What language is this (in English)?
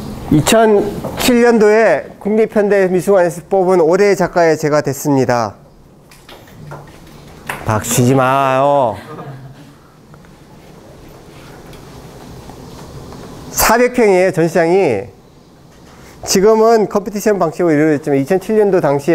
Korean